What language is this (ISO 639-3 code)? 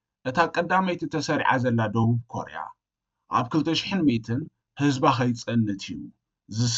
tir